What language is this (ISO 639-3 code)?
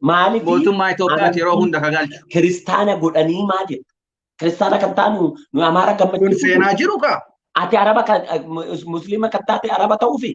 orm